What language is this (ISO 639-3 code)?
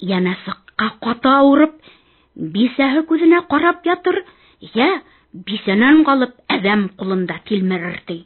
bak